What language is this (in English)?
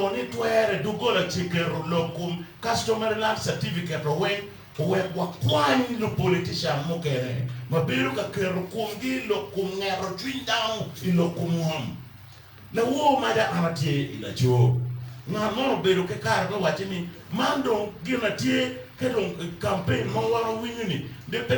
Acoli